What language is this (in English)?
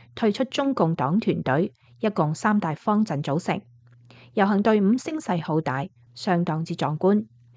Cantonese